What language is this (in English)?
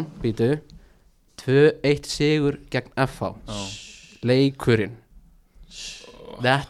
Icelandic